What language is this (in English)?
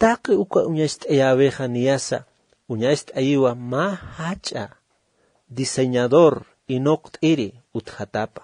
Aymara